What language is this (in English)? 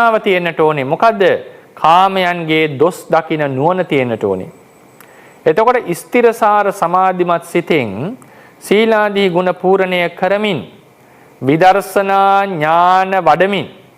Sinhala